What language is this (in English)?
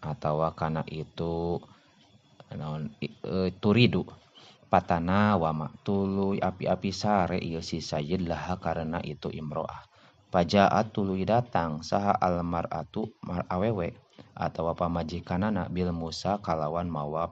Sundanese